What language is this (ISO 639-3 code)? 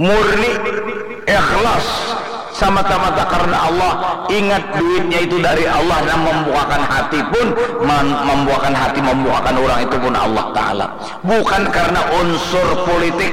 bjn